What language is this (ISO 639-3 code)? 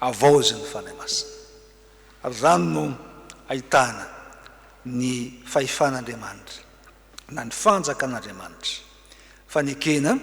mlg